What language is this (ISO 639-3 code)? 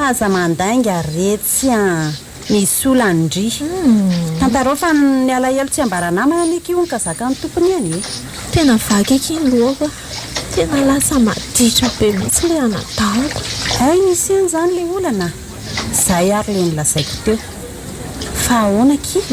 mlg